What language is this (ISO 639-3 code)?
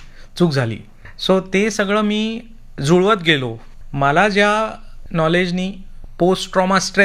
mar